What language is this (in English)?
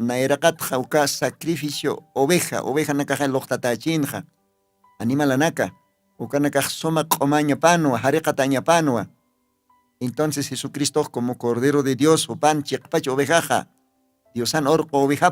Aymara